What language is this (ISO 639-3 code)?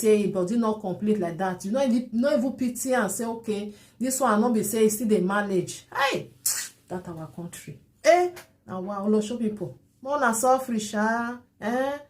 pcm